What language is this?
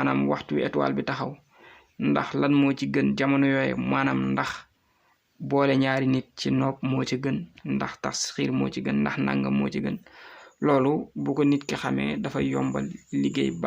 Wolof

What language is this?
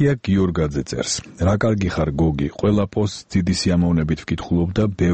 Georgian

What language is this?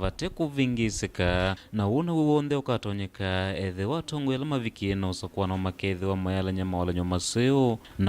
Kamba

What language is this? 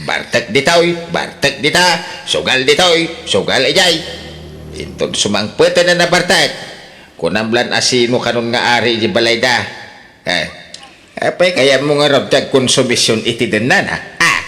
Iloko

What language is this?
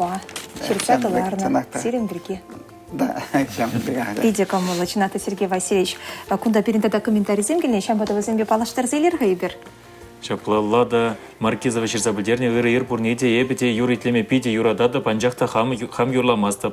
Chuvash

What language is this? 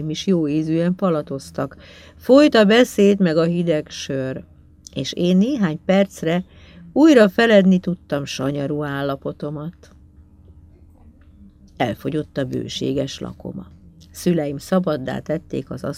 Hungarian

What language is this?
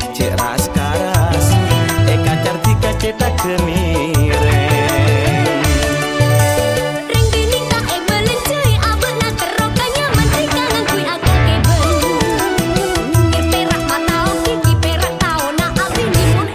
Malay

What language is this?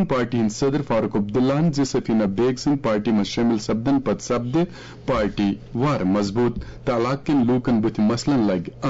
Kashmiri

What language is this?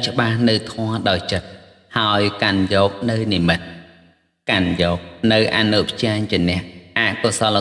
Khmer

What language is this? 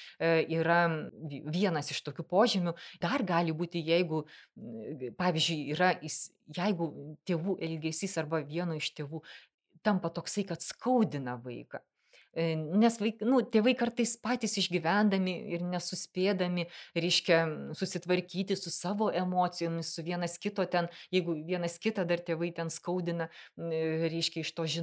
Lithuanian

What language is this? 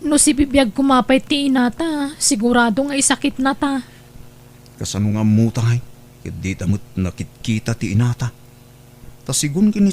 Iloko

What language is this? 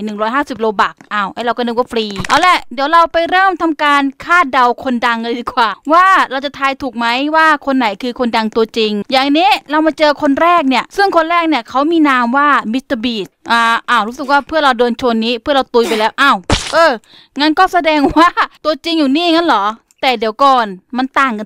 Thai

